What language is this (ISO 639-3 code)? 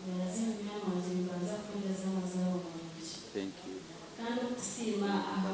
nyn